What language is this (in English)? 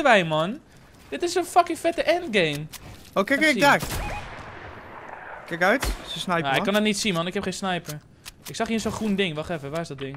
Dutch